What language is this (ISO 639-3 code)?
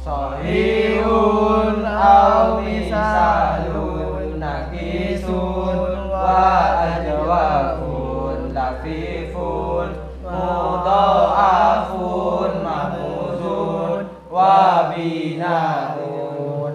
mad